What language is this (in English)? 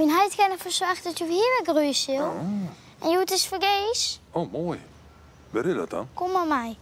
Western Frisian